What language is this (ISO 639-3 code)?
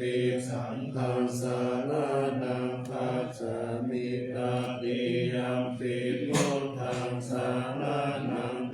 pli